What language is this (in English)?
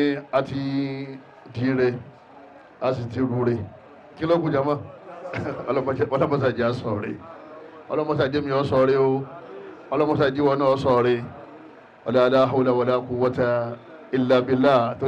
Yoruba